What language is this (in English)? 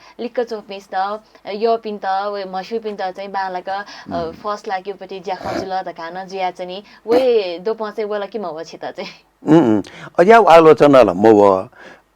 Newari